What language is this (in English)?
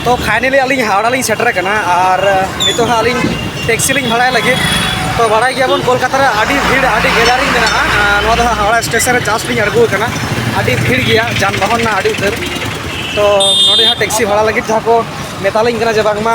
Santali